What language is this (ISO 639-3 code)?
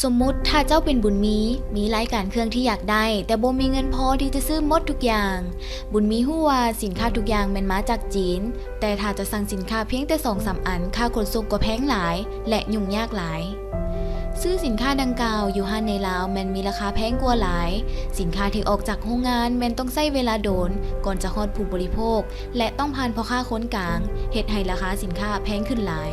lao